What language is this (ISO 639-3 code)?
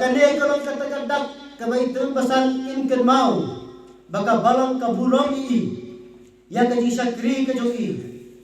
kha